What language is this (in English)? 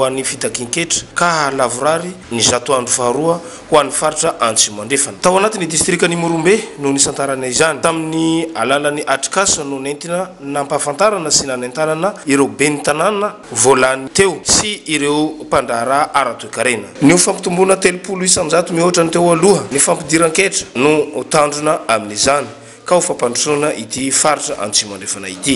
Malagasy